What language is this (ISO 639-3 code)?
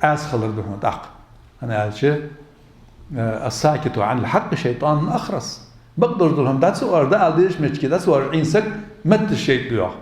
inh